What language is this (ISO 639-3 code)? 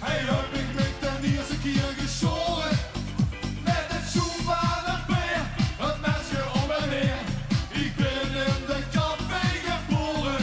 lim